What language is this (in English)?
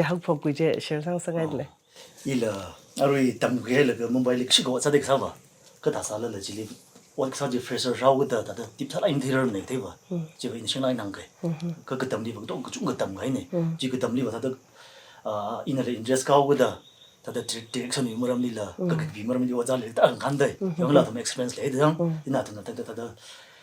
Tangkhul Naga (India)